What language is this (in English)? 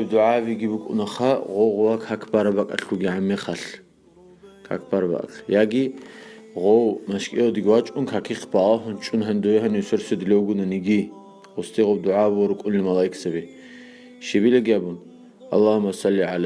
Avaric